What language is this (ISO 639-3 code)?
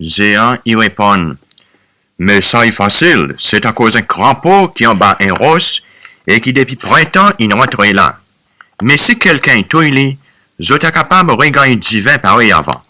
crs